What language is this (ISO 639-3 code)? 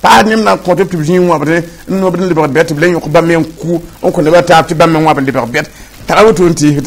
mos